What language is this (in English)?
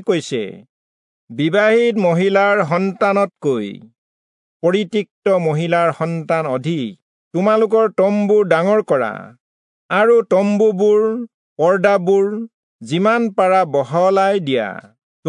Assamese